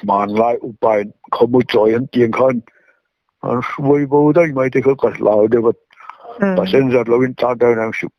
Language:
Mizo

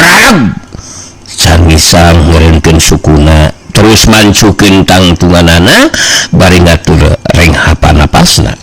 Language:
Sundanese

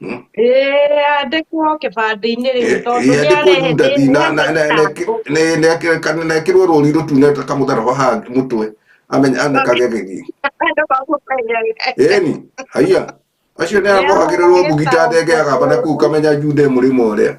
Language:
Kikuyu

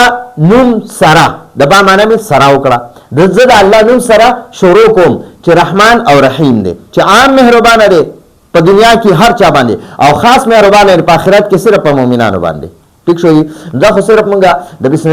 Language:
Pashto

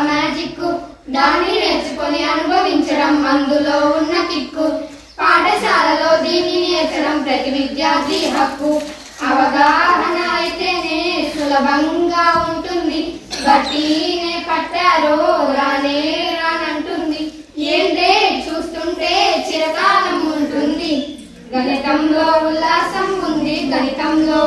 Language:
Telugu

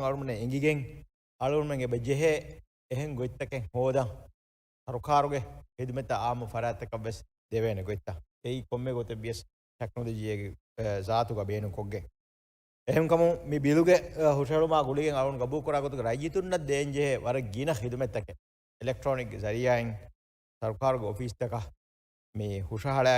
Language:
Divehi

